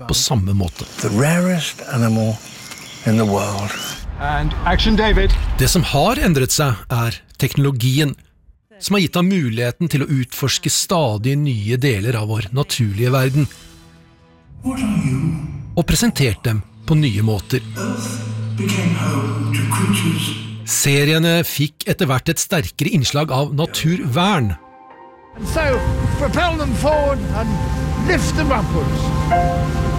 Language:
Norwegian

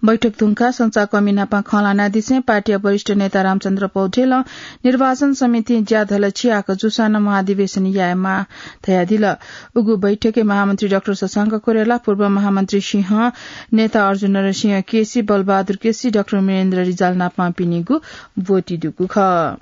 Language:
Newari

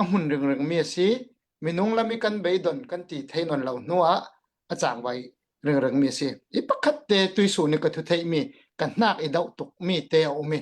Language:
Hakha Chin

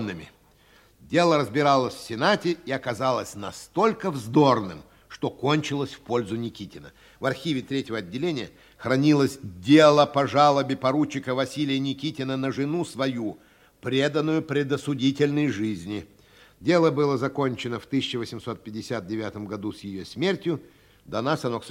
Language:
Russian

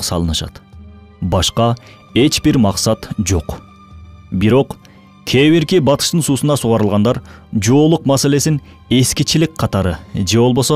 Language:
Kyrgyz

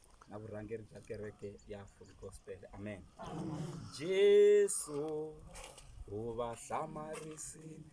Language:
Tsonga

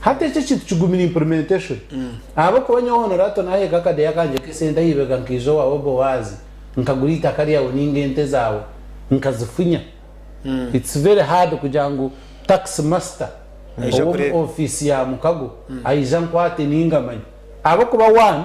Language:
Nyankole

